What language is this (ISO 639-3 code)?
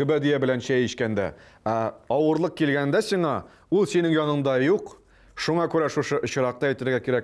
tat